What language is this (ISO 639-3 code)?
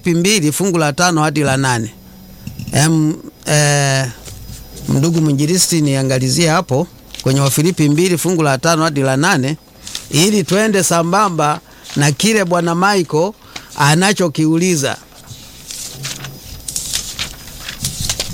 swa